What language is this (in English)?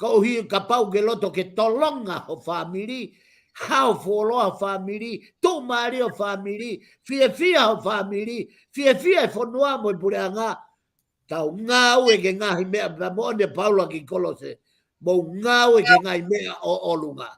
Tongan